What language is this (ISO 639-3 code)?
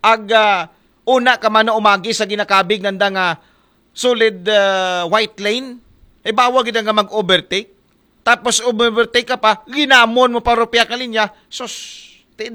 akl